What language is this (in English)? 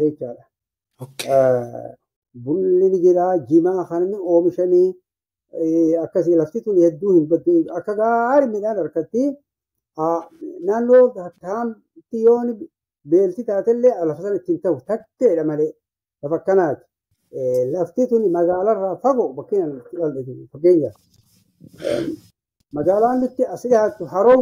Oromo